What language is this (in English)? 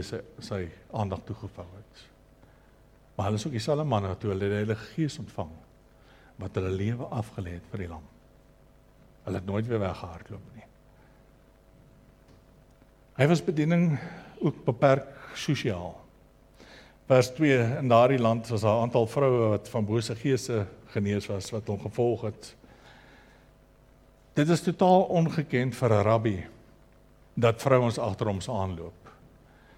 Afrikaans